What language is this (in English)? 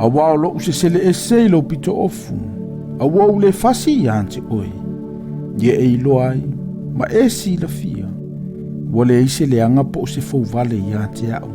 Samoan